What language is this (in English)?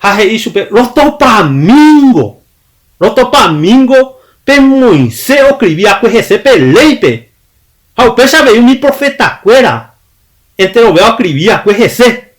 Guarani